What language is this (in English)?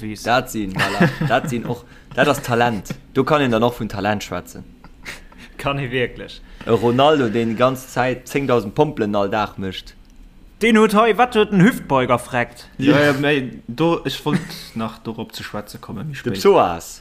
Luxembourgish